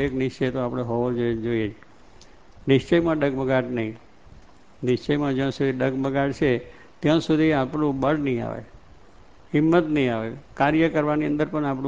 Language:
Gujarati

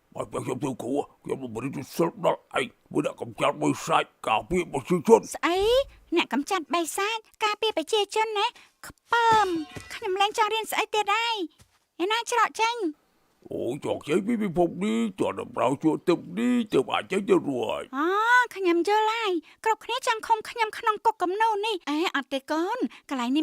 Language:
Khmer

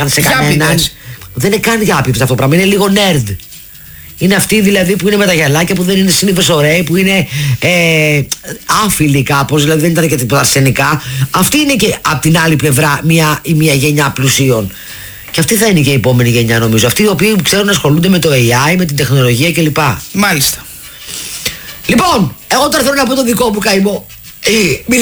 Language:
Greek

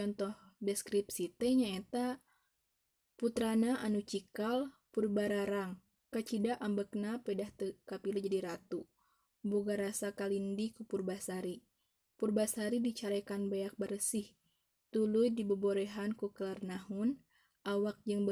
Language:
Sundanese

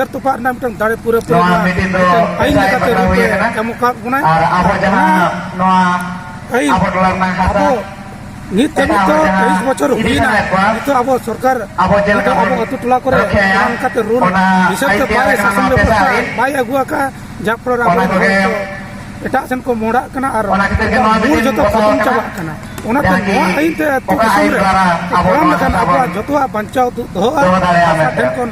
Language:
Santali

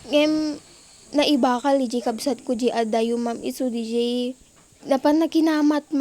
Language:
Iloko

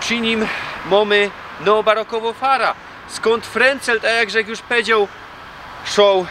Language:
Silesian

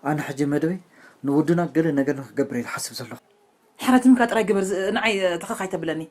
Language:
Tigrinya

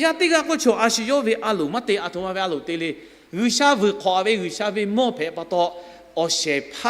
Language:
Lahu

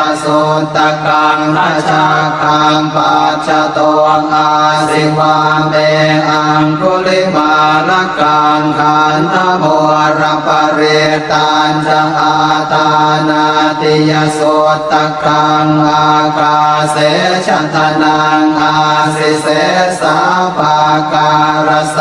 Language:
Pali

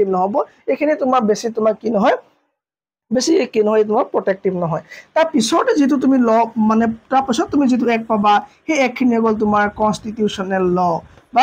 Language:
Assamese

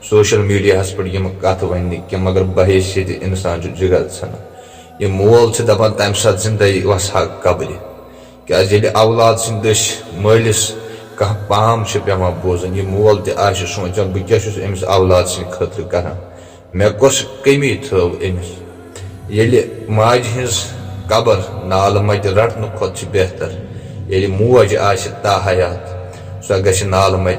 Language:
Kashmiri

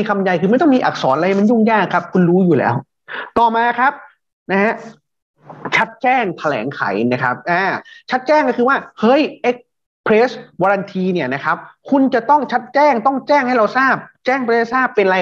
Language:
Thai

